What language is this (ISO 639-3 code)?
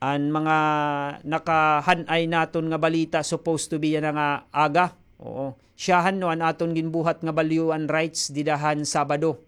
war